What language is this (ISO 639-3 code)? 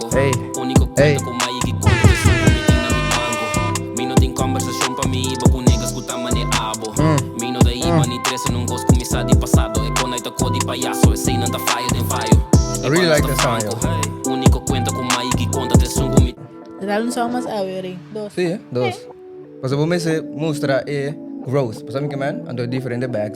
pap